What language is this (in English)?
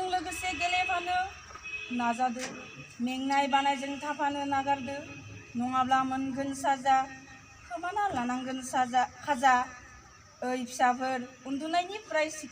Bodo